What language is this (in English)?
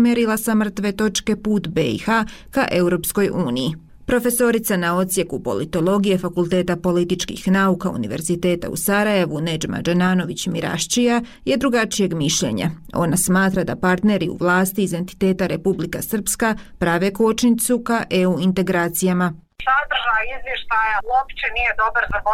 Bosnian